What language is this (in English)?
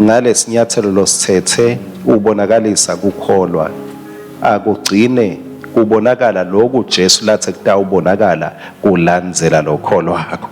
Swati